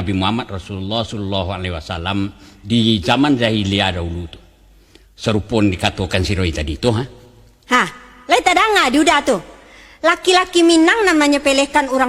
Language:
Minangkabau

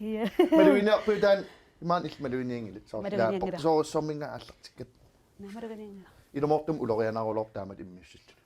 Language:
Kalaallisut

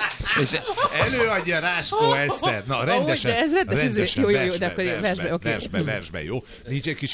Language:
Hungarian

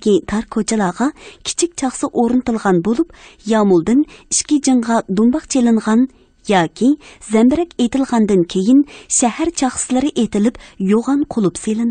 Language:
Uyghur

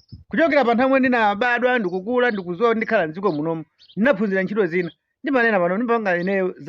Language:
Nyanja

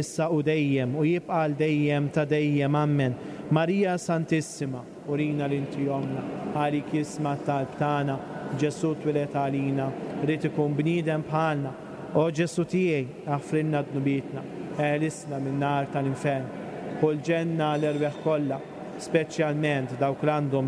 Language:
Maltese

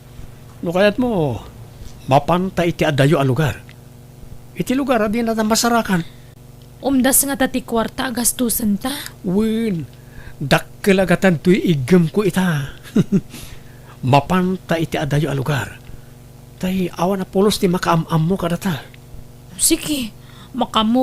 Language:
Iloko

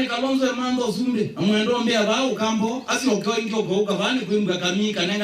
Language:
Kamba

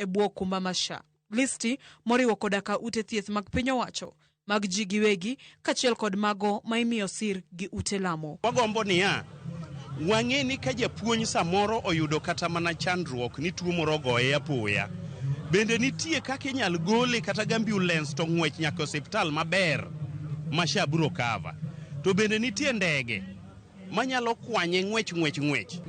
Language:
Luo (Kenya and Tanzania)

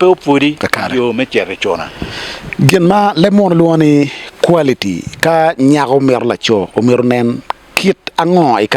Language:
Acoli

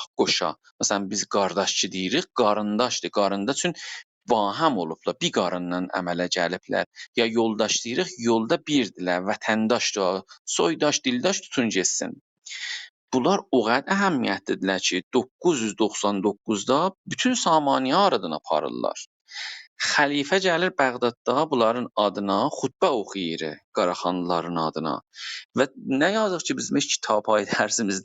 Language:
South Azerbaijani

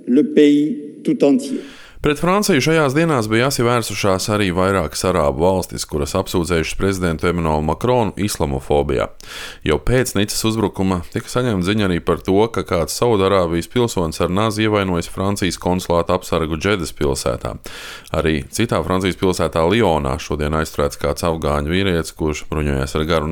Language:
Latvian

